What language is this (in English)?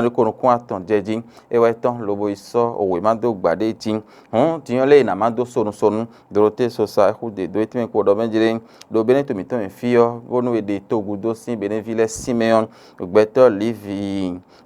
Fon